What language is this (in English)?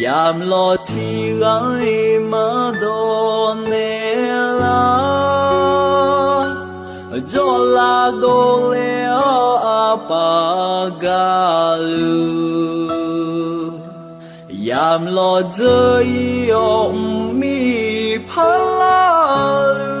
Akha